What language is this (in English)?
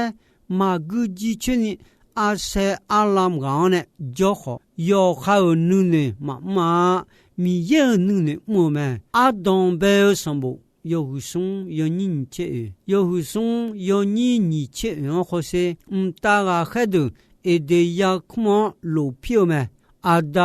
Akha